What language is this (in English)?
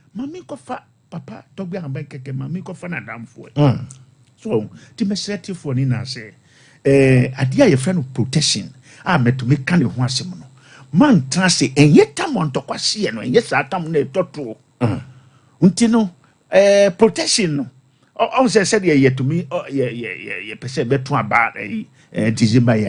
Akan